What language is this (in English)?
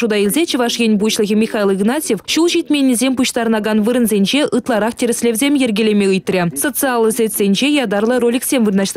Chuvash